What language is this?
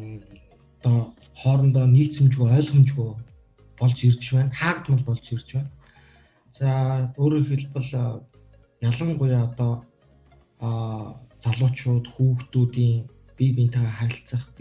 Mongolian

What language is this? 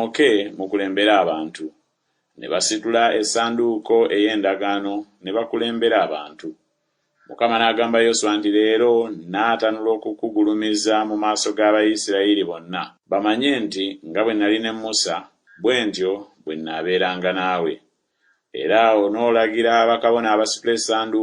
Ganda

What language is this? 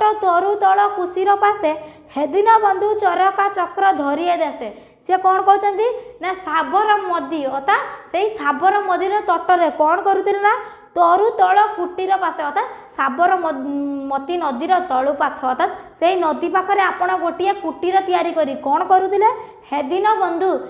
Odia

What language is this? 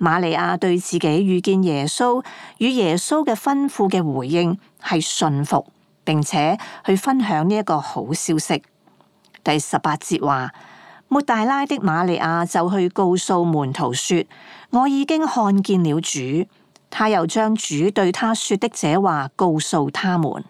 Cantonese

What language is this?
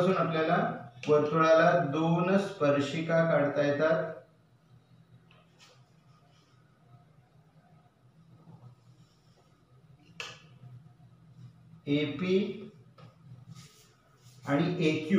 Marathi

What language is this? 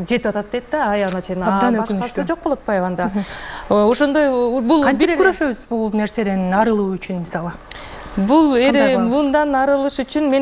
Kyrgyz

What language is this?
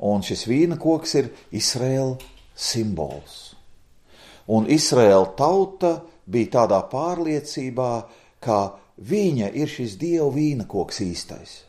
Latvian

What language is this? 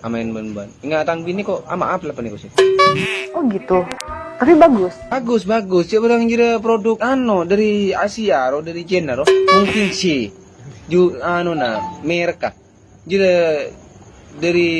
Madurese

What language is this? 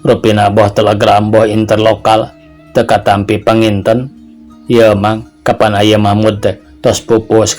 Sundanese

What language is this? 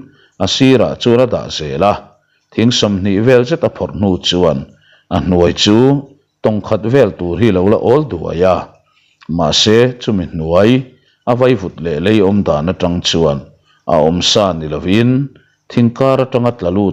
Mizo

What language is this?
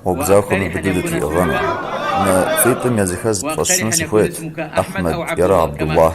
Kabardian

